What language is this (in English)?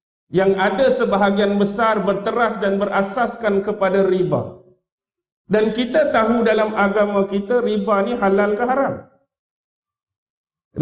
Malay